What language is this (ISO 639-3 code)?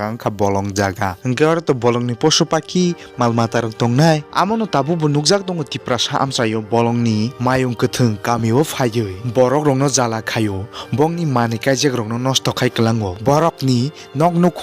trp